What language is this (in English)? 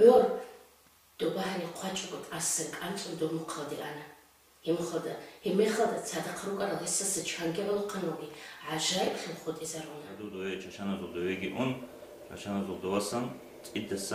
Avaric